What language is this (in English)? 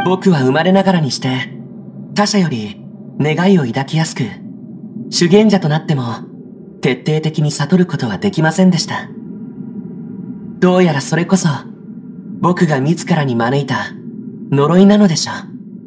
Japanese